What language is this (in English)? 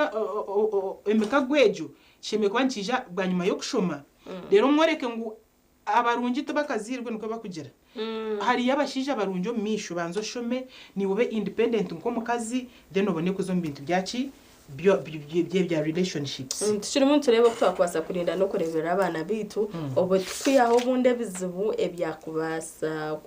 Nyankole